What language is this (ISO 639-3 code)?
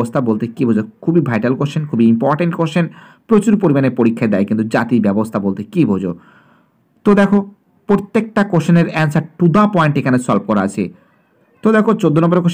ben